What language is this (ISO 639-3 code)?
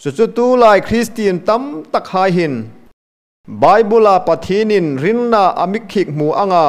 hmr